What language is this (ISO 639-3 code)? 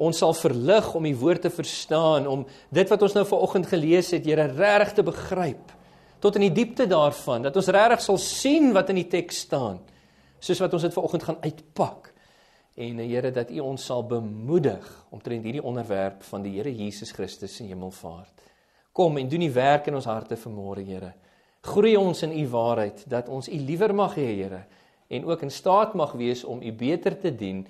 afr